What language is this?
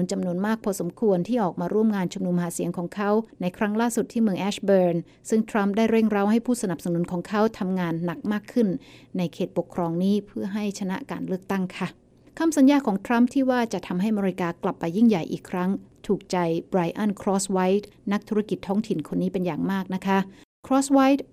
Thai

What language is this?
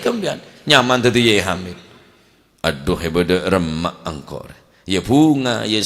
Madurese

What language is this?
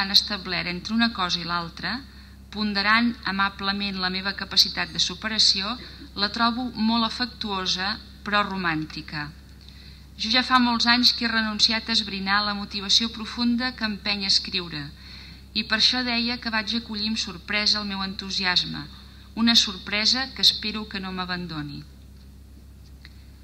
Catalan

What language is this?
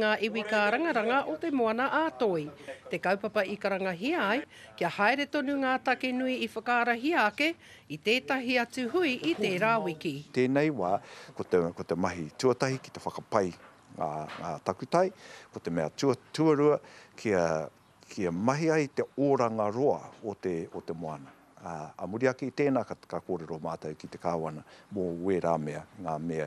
Māori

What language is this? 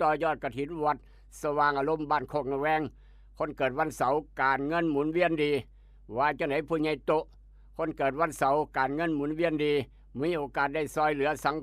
Northeastern Thai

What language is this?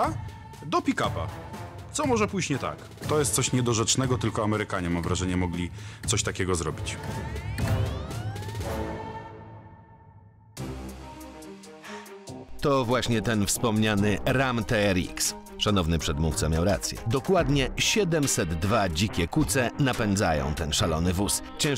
Polish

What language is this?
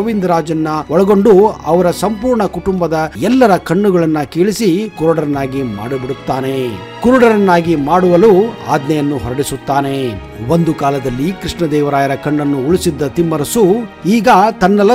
Kannada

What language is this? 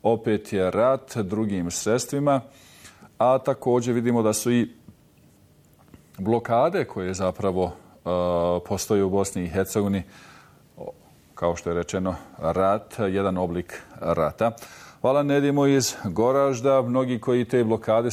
Bosnian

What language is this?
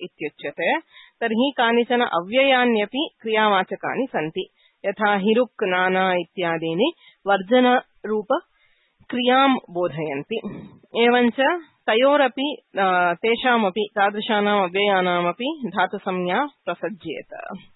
Sanskrit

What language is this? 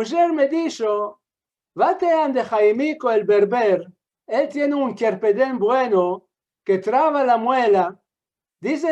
Ladino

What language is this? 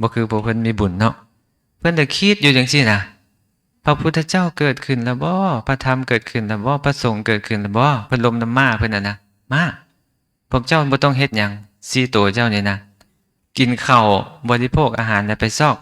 Lao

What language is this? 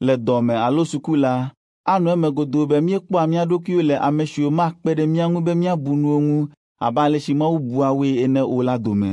Ewe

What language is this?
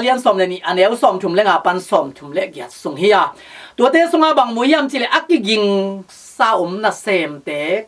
Tedim Chin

